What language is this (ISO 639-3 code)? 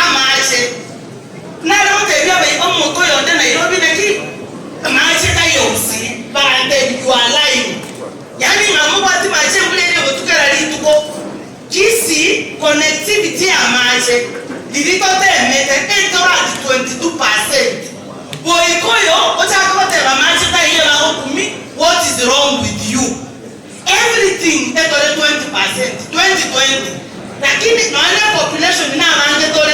guz